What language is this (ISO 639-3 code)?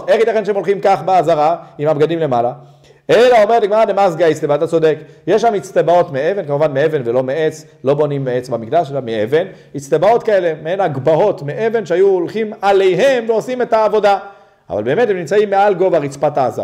heb